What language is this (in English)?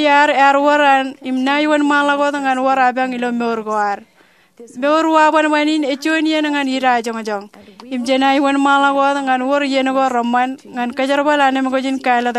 Marshallese